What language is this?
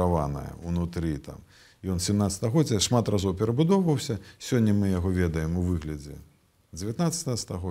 Belarusian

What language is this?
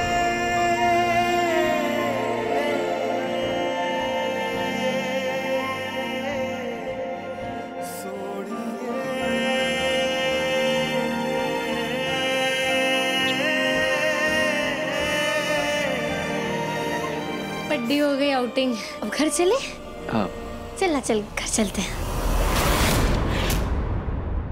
Hindi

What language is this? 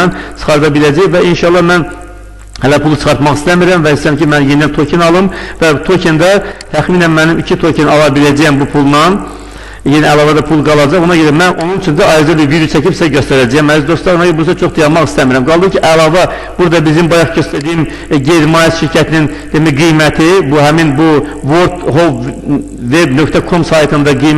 Azerbaijani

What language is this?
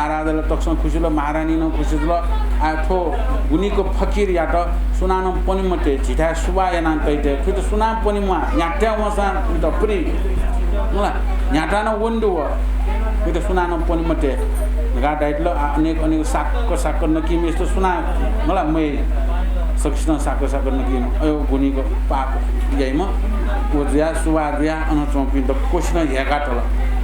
Newari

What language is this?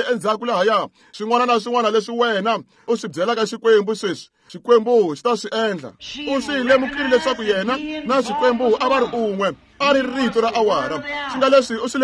Tsonga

